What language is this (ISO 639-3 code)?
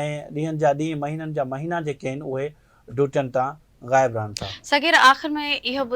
snd